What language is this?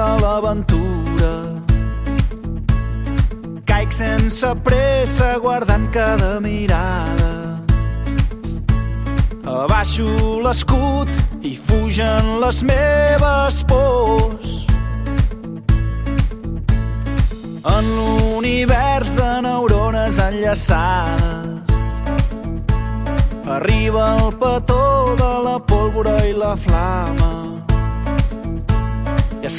Catalan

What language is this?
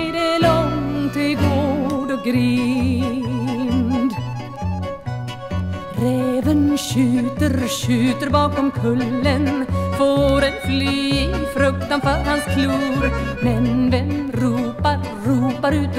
Swedish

